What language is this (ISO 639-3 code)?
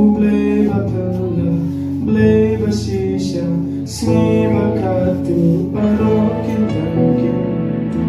kha